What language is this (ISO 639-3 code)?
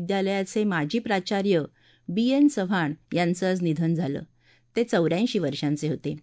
mar